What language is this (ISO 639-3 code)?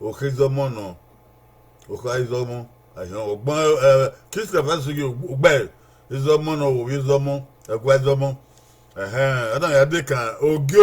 bin